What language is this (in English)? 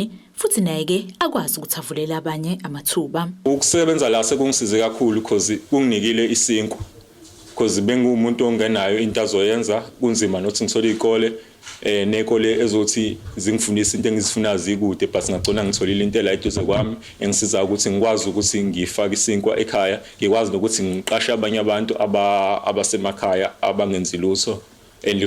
Zulu